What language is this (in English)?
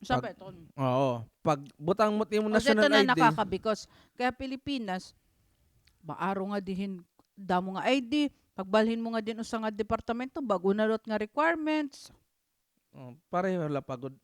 Waray